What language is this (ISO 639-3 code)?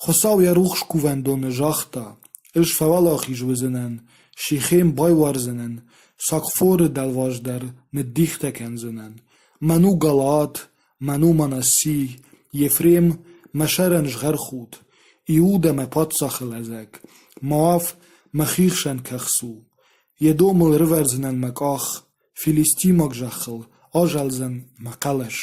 oss